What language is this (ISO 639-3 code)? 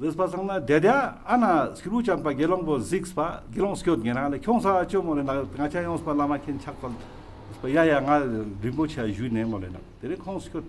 lbj